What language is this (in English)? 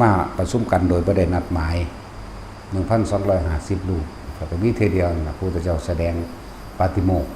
Northeastern Thai